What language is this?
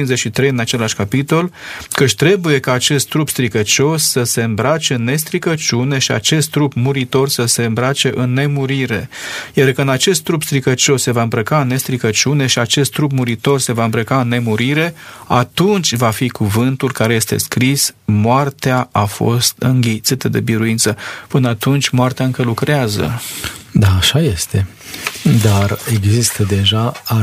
Romanian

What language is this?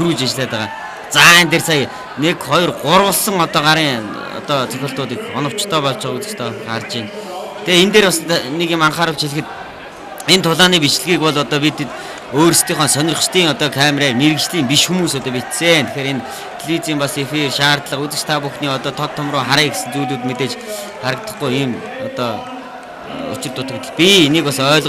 Mongolian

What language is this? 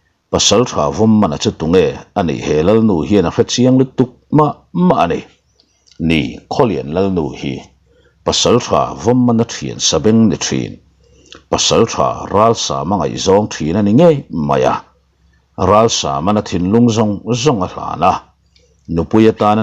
Mizo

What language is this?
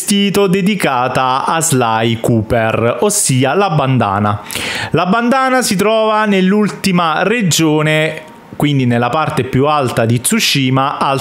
Italian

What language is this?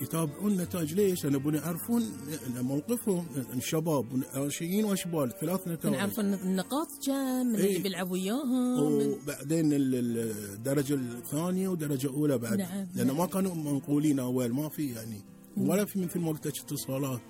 Gulf Arabic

